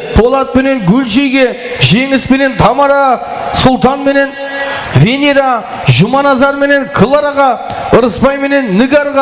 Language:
Kara-Kalpak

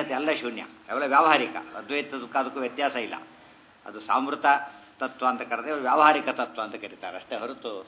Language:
Kannada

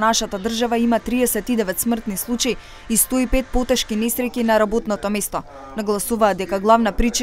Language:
Macedonian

